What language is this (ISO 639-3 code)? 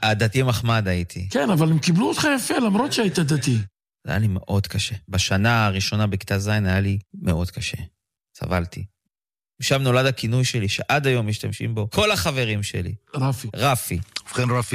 heb